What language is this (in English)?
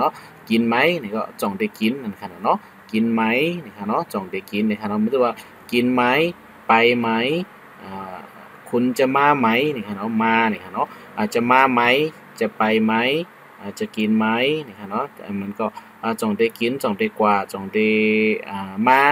Shan